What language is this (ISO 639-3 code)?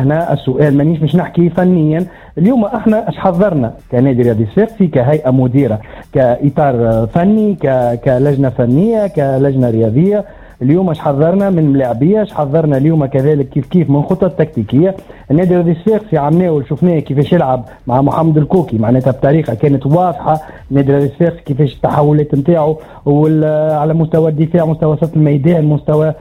aeb